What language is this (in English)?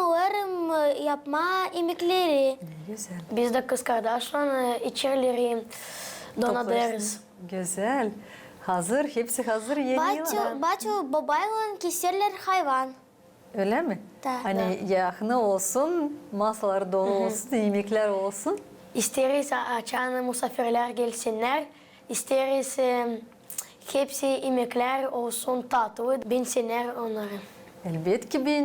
Gagauz